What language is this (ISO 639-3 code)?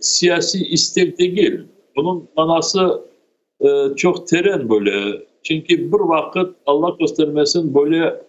crh